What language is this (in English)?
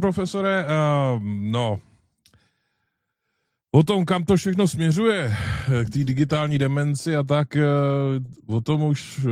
Czech